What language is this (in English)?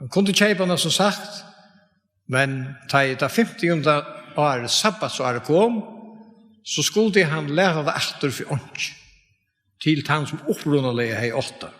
Faroese